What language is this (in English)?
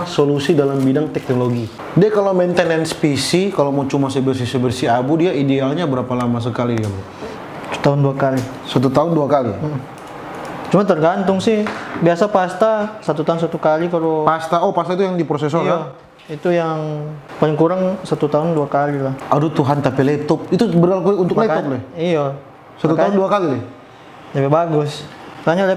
Manado Malay